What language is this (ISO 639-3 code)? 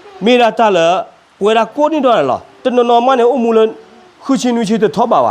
ksw